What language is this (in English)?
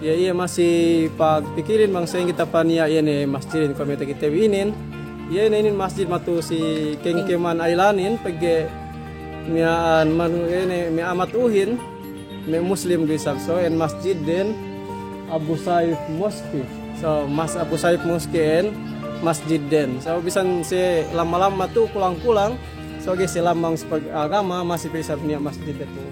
Yakan